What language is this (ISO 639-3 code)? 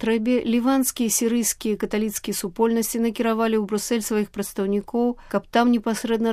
bel